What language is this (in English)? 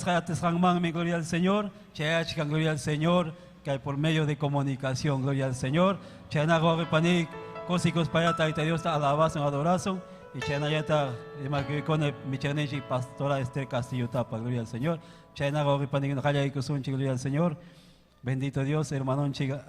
Ayacucho Quechua